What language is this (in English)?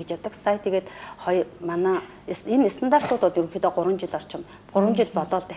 Mongolian